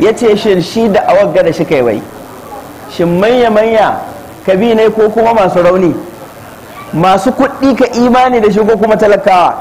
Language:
Hausa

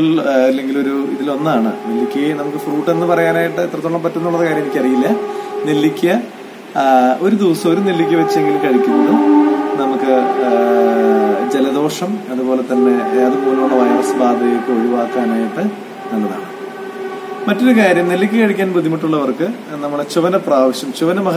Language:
Malayalam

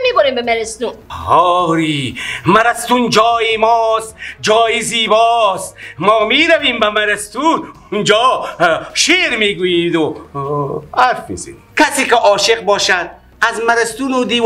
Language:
Persian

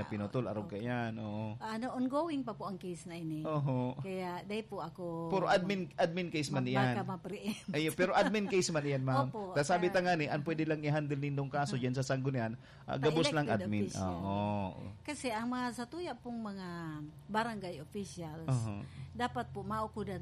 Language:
Bikol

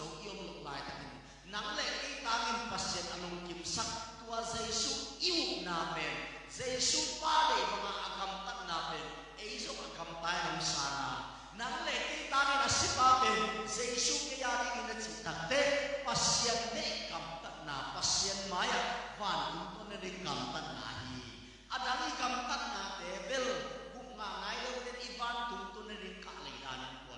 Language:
Tedim Chin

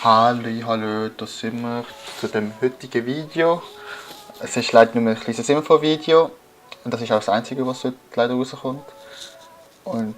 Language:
Swiss German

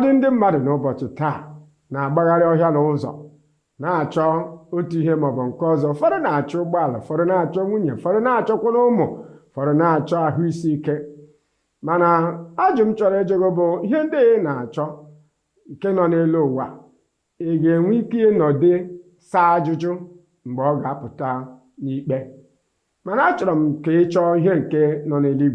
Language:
Igbo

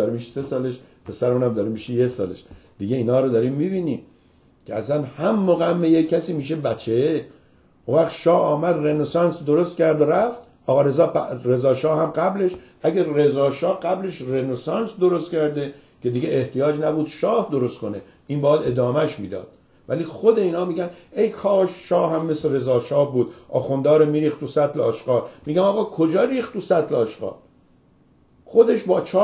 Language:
Persian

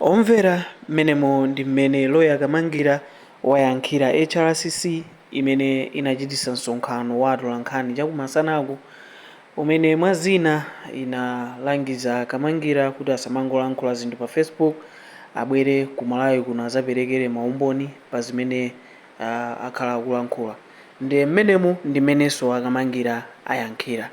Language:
Nyanja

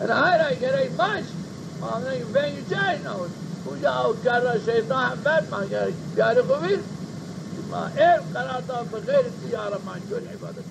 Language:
Zaza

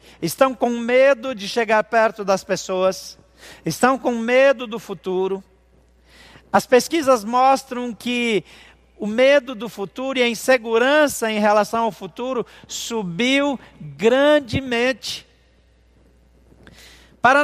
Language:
Portuguese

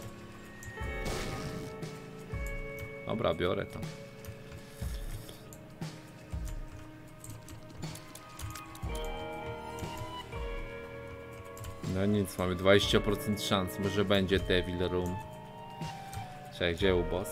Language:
Polish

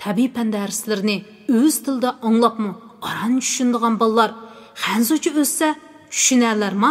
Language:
Uyghur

